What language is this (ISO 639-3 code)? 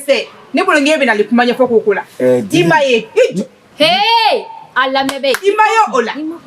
bam